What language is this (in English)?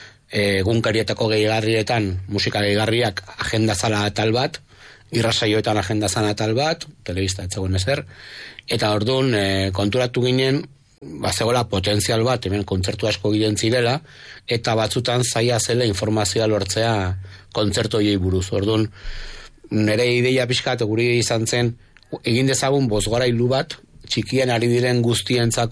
Basque